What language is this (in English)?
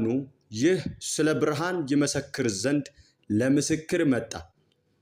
Amharic